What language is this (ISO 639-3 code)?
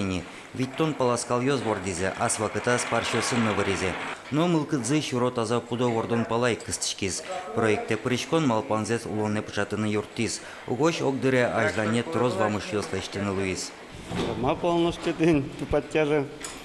udm